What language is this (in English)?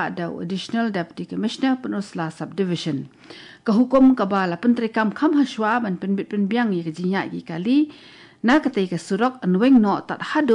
Khasi